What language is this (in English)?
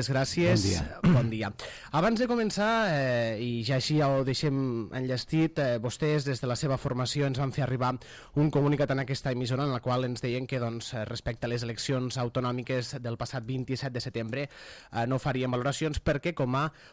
Catalan